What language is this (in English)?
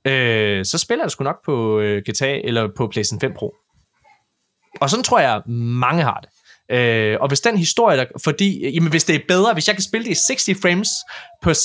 Danish